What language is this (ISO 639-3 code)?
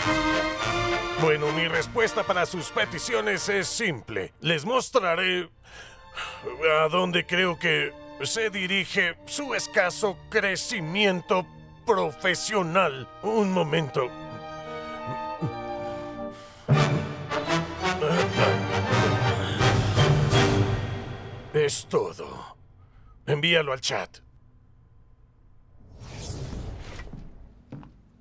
spa